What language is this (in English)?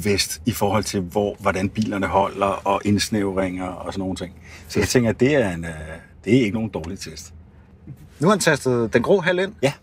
Danish